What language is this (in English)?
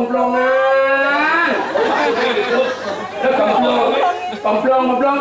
Balinese